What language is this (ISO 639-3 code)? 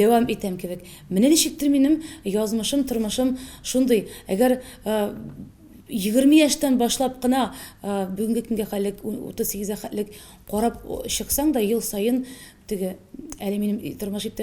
tat